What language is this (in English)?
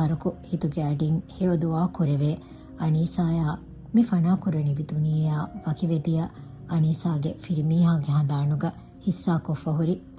Divehi